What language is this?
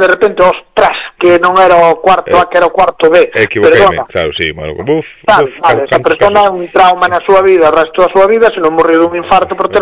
Galician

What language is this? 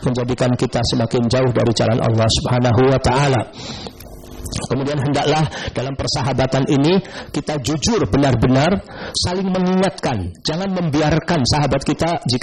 Indonesian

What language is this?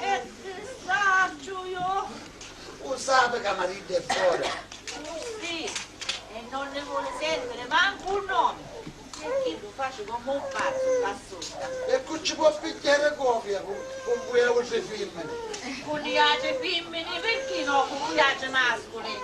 Sicilian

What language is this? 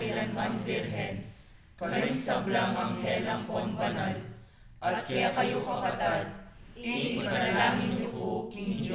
Pampanga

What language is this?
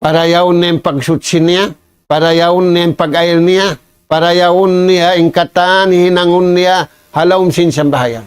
Tausug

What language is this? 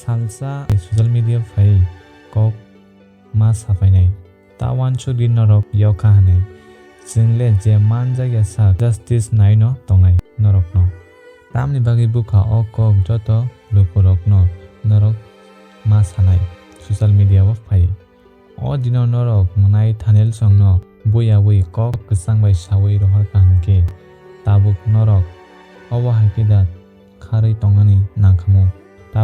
Kok Borok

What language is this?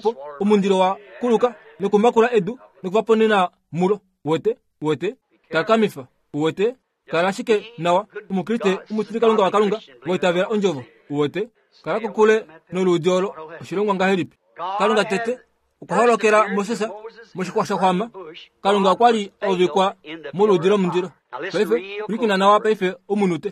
Kuanyama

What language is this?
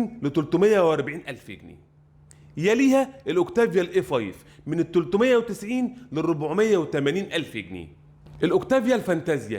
Egyptian Arabic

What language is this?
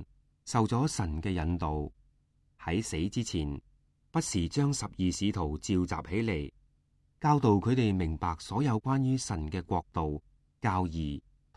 Cantonese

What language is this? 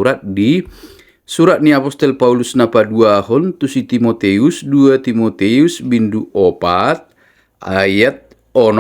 Batak Toba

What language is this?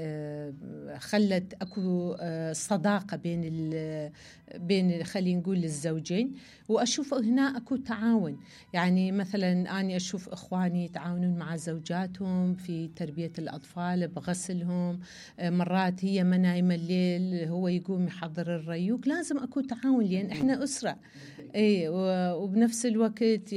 Mesopotamian Arabic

